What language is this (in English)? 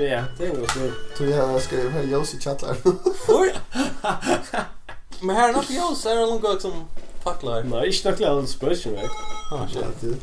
Faroese